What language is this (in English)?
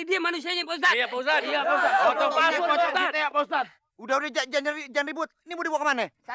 Betawi